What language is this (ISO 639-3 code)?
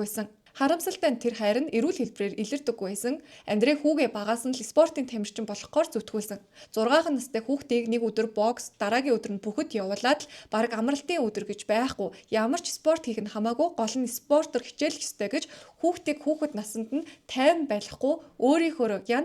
mon